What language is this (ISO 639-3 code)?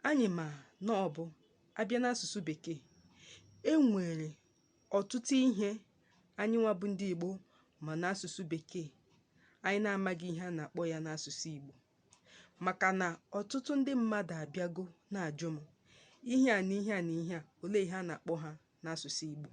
ibo